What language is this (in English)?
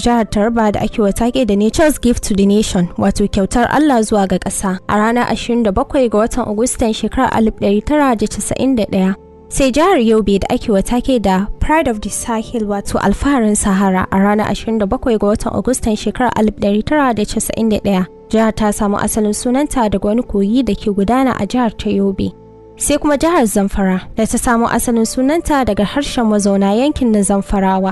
Hausa